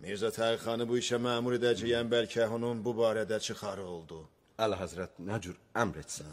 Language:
Azerbaijani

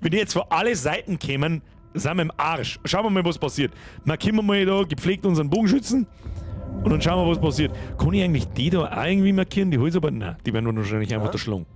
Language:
Bavarian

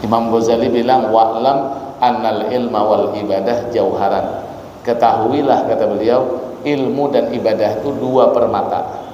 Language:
Banjar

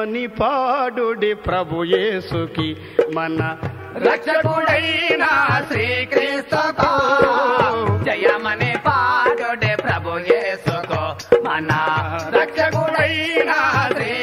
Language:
Telugu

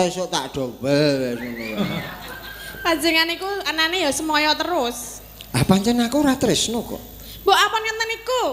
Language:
Javanese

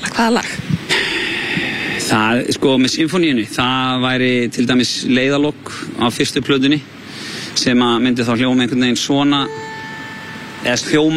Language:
Icelandic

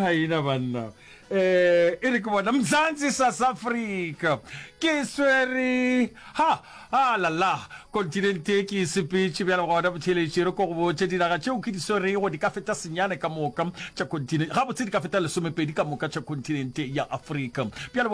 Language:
Northern Sotho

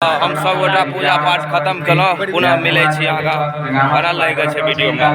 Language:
Maithili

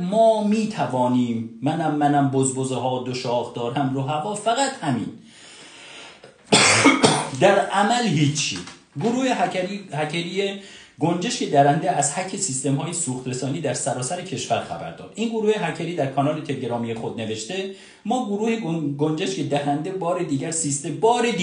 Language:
Persian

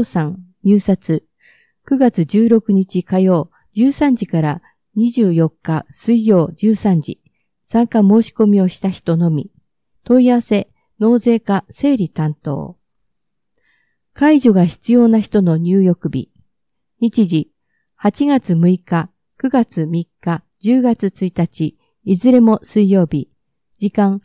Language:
Japanese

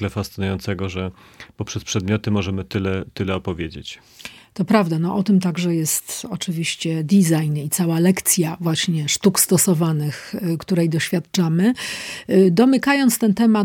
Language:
Polish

